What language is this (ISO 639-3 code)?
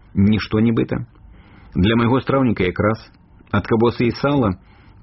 bel